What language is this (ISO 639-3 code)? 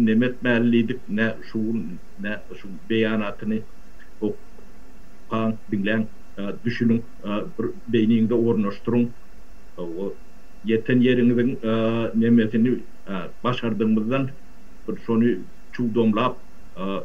tuk